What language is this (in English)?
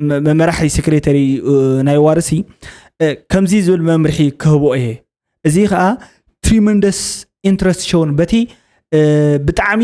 Tigrinya